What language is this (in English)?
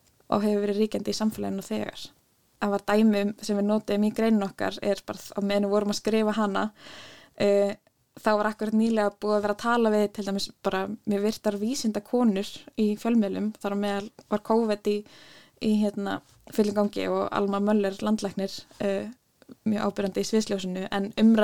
Icelandic